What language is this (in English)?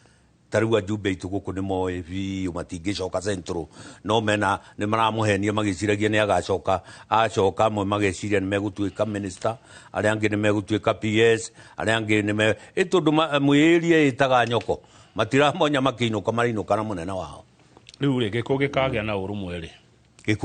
Kikuyu